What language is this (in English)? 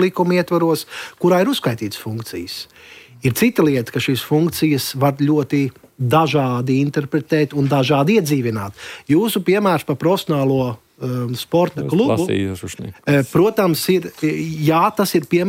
Latvian